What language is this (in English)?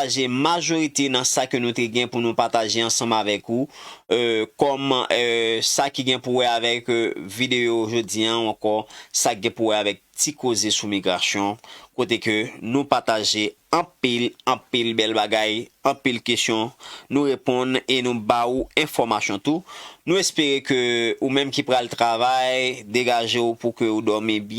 Haitian Creole